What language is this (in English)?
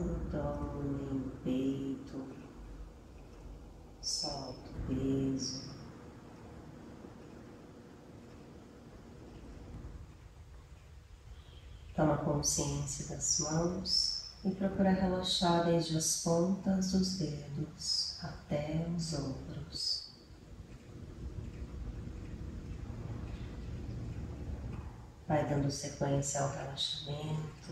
Portuguese